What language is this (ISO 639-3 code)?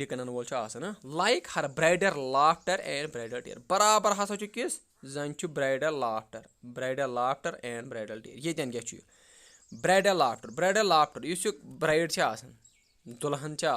kas